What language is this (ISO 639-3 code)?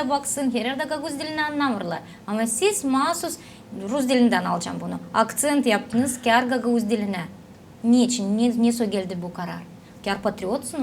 gag